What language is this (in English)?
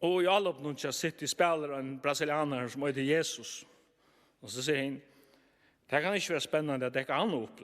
Faroese